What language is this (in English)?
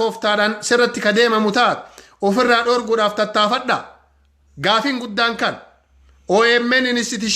Oromo